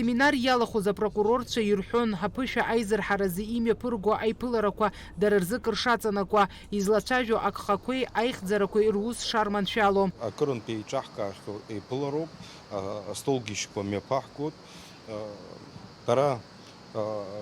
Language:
Abkhazian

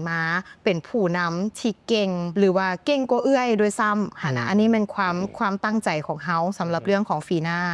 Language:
Lao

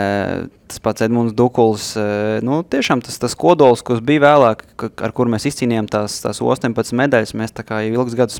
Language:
Latvian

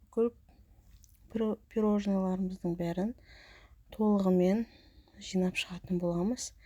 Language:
Kazakh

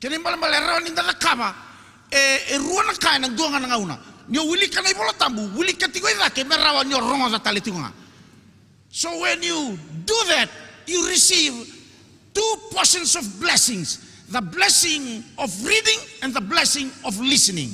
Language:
Fijian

